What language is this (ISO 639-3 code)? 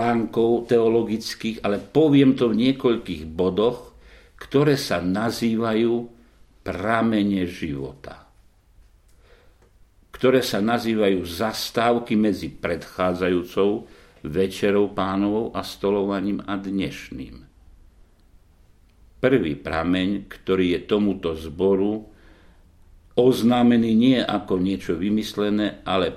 slk